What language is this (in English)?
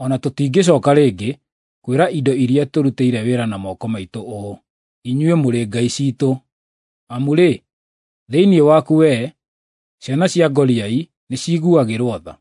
Kikuyu